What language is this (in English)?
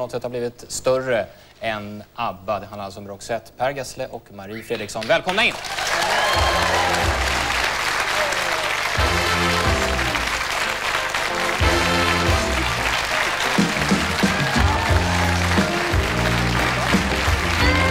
Swedish